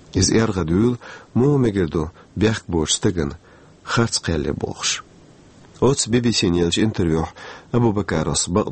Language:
Chechen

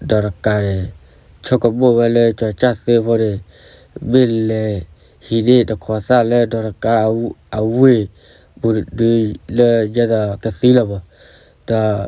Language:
S'gaw Karen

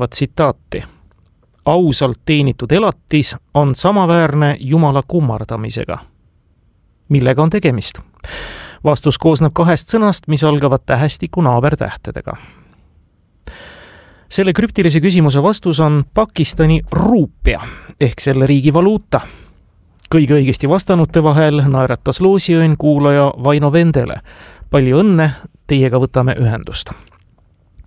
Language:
Estonian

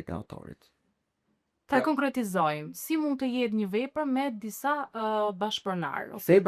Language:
Albanian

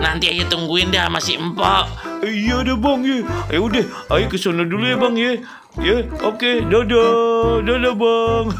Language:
Betawi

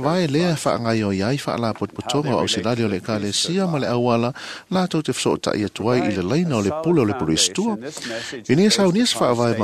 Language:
Samoan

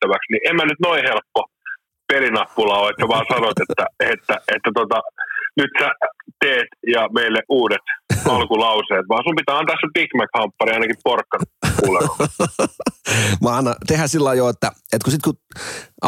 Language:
Finnish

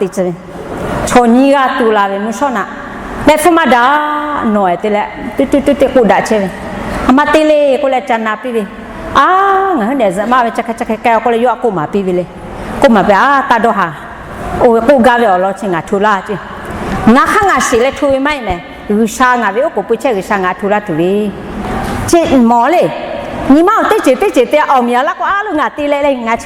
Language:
Lahu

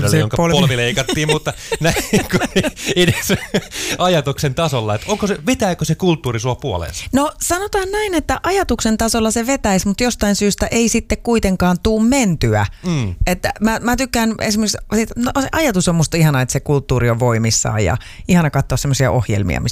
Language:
Finnish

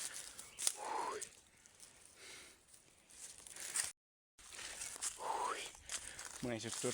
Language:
Lao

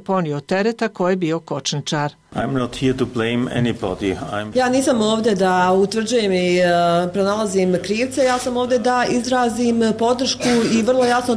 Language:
Bosnian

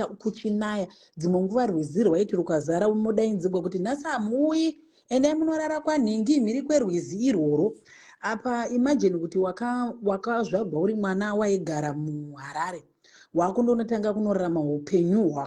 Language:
Shona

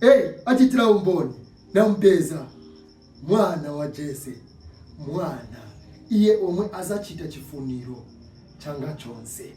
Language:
Nyanja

